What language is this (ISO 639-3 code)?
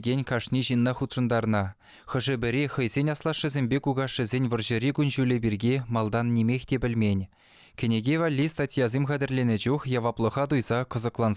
chv